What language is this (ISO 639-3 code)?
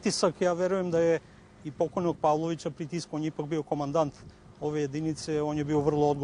srp